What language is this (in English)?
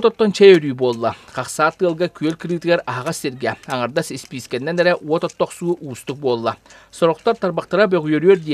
Yakut